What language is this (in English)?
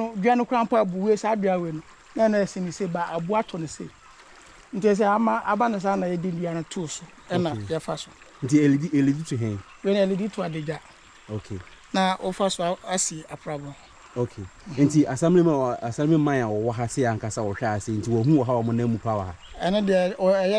Akan